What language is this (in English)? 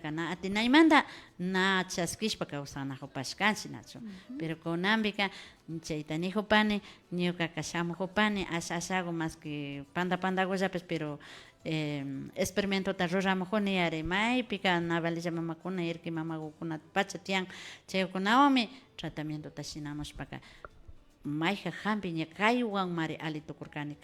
Imbabura Highland Quichua